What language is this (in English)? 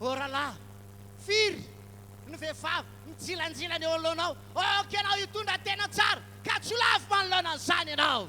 Malagasy